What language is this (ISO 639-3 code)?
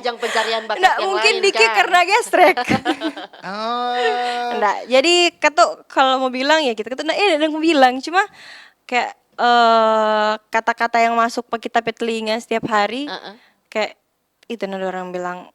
xmm